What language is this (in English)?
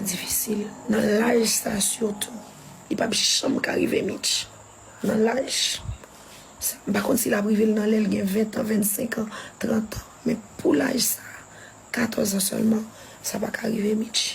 Haitian Creole